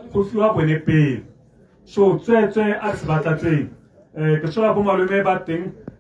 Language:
Tswana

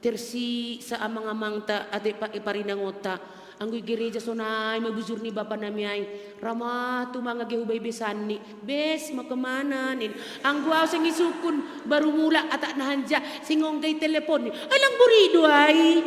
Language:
Batak Simalungun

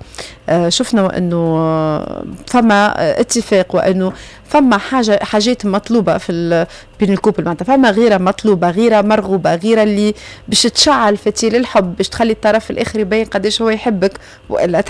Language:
Tunisian Arabic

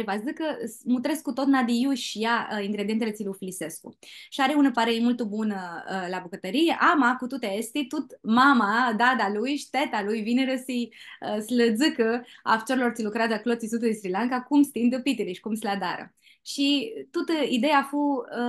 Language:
Aromanian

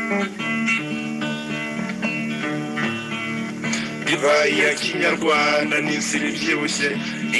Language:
Kinyarwanda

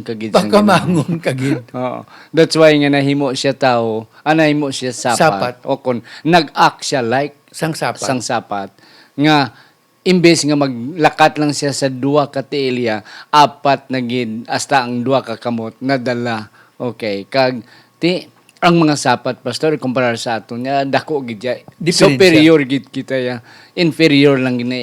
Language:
Hiligaynon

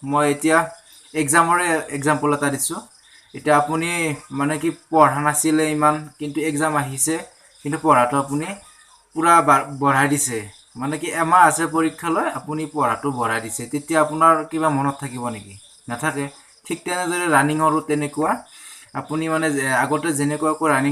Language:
Assamese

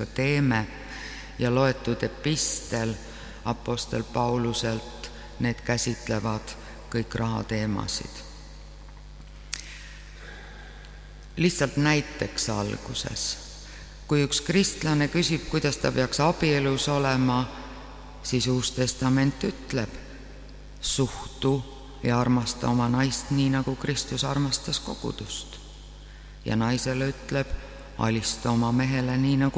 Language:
Estonian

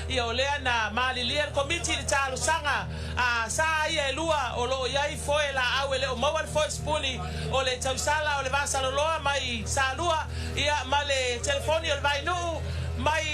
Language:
Samoan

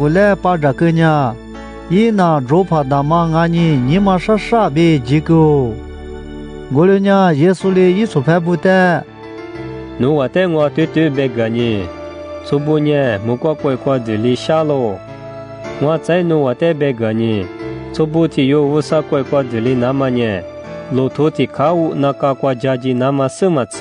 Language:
Lisu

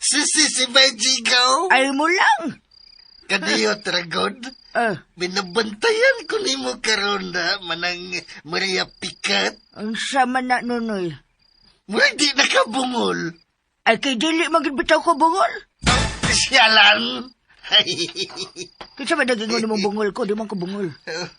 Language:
Cebuano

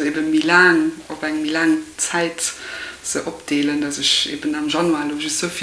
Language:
Luxembourgish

